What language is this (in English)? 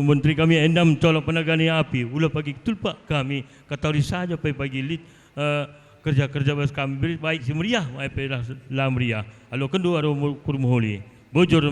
Batak Karo